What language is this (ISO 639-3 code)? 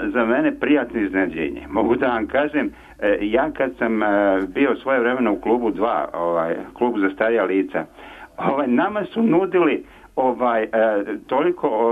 srp